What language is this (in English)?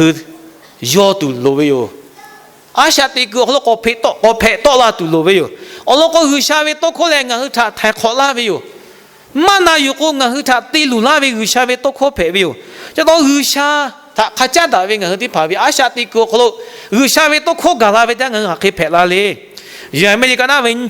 Lahu